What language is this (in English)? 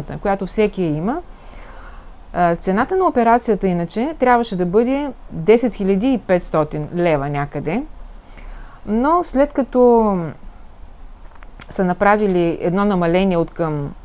Bulgarian